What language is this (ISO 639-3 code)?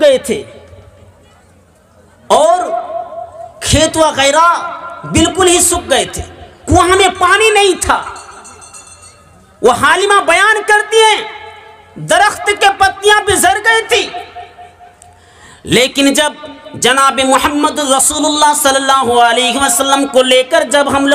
urd